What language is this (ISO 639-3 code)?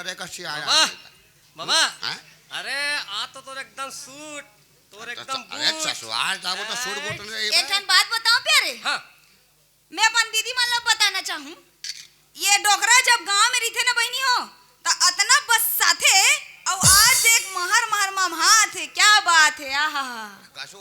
hne